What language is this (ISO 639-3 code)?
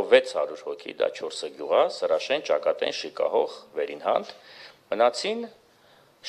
hye